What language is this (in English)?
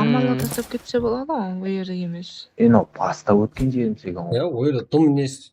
Kara-Kalpak